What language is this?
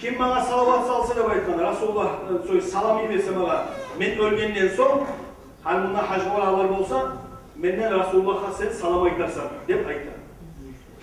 Kumyk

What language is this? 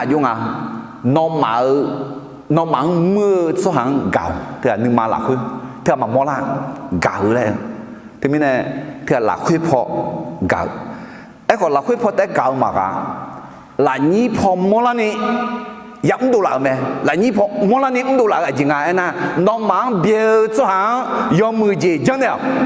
Akha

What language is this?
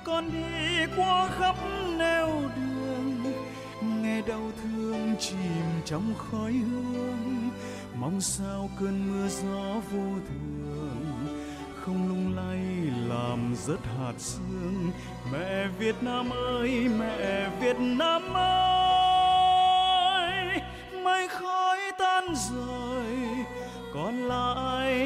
Vietnamese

